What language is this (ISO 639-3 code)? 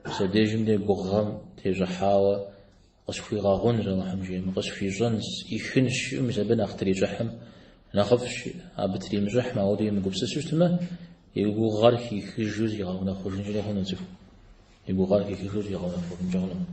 kbd